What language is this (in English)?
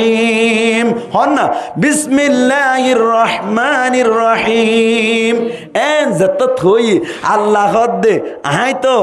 Rohingya